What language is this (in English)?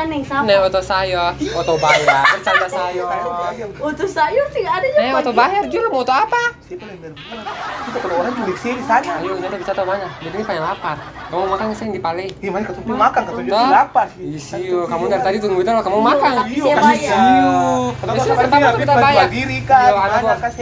Ambonese Malay